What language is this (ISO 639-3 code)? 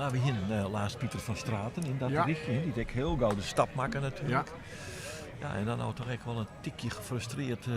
fry